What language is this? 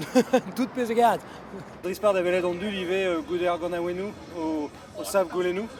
Breton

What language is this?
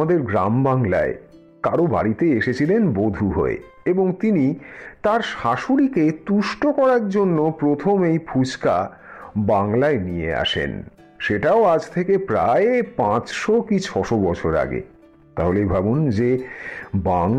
Bangla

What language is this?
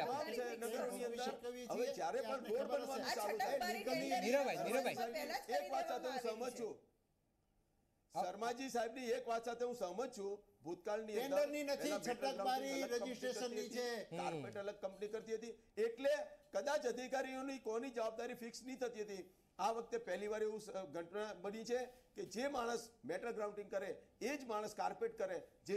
Gujarati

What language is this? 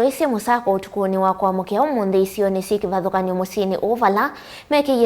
Kamba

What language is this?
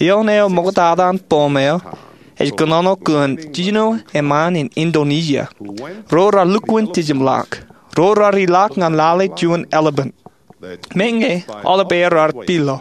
Marshallese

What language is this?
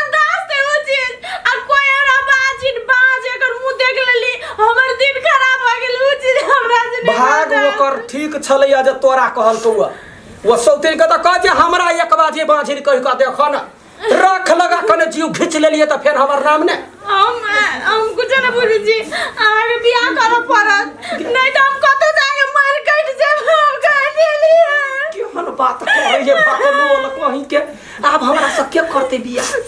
Maithili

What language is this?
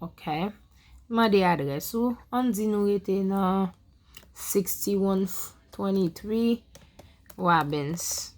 Haitian Creole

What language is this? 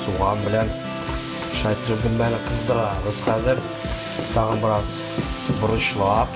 Tatar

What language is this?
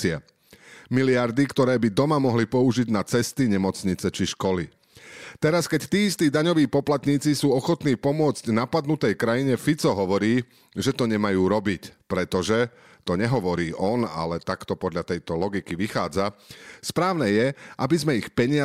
Slovak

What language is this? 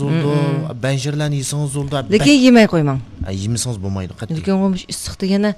Uyghur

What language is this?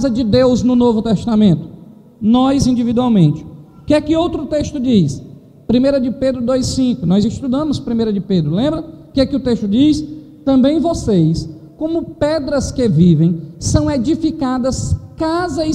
Portuguese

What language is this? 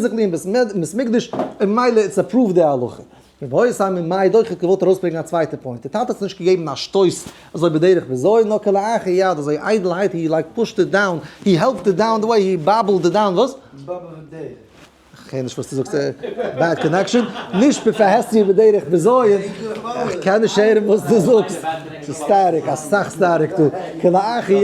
Yiddish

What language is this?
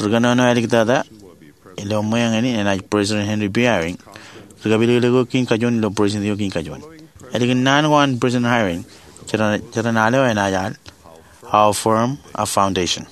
Marshallese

